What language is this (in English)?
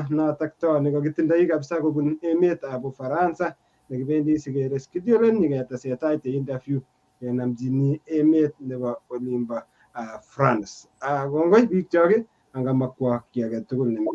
Kalenjin